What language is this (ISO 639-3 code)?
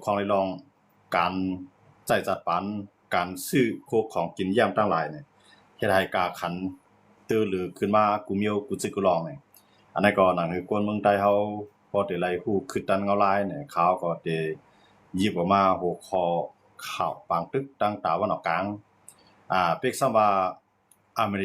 shn